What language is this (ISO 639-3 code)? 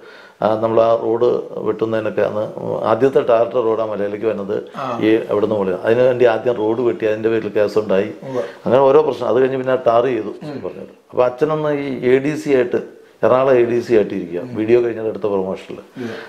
mal